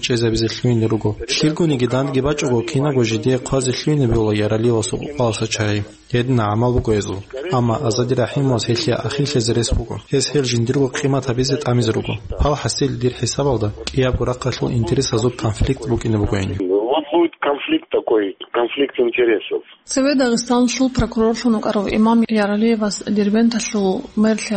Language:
Avaric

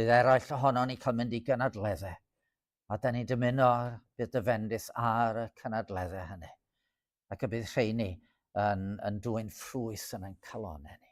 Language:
Welsh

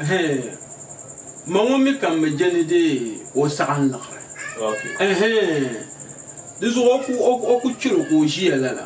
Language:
Dagbani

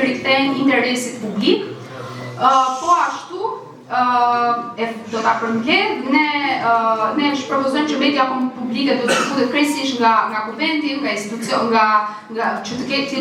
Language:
Albanian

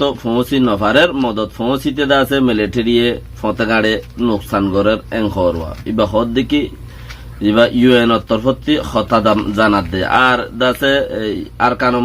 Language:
Rohingya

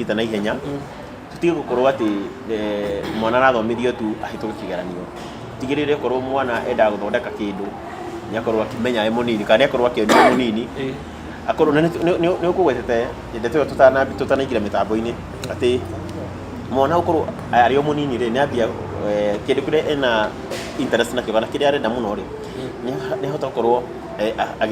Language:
Kikuyu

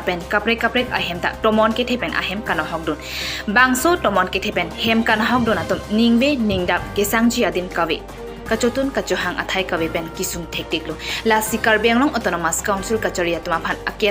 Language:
Karbi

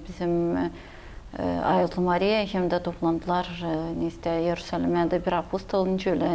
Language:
Gagauz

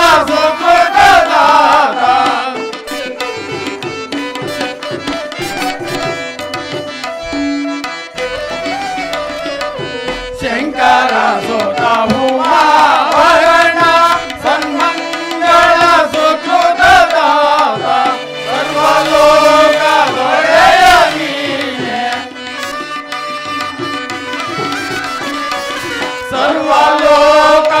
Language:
Kannada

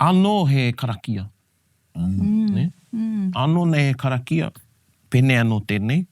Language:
Māori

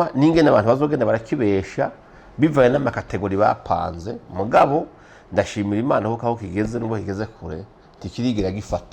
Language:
Rundi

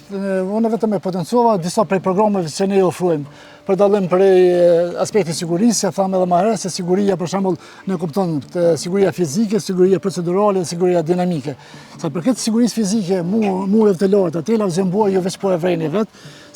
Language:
Albanian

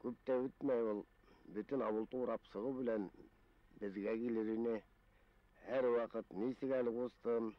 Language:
Bashkir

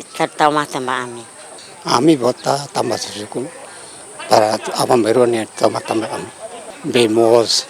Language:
Tetum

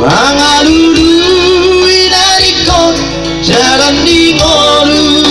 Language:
Batak Toba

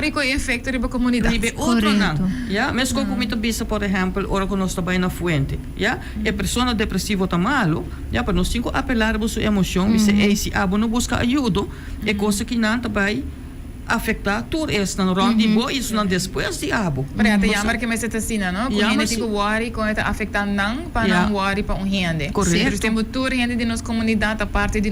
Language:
Papiamento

